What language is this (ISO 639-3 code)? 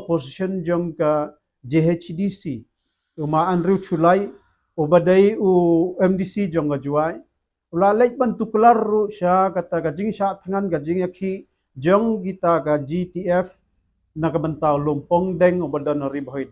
kha